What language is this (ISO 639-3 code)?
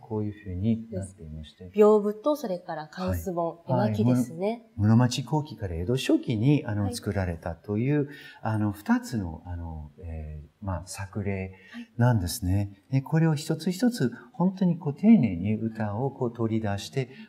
jpn